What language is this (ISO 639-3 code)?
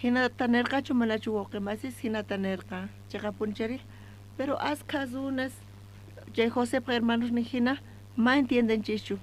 quh